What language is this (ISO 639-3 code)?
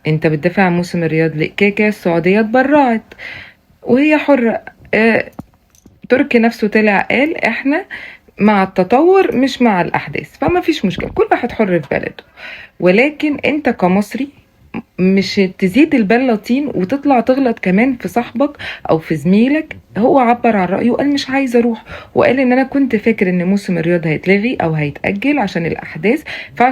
arz